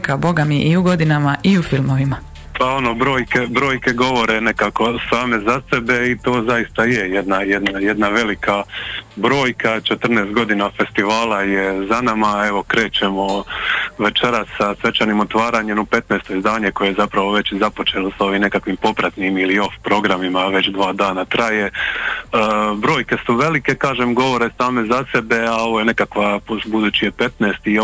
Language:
Croatian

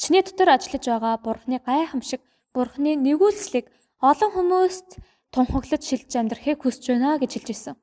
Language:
Mongolian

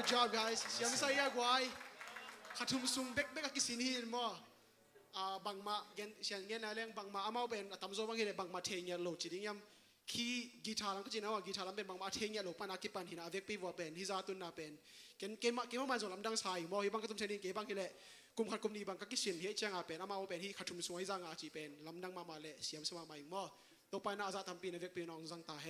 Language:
Tedim Chin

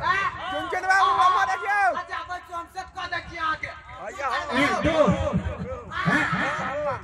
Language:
Maithili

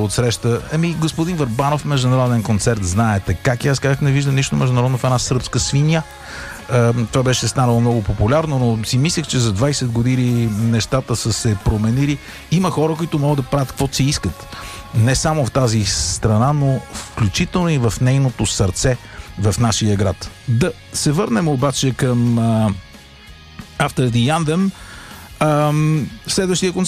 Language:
Bulgarian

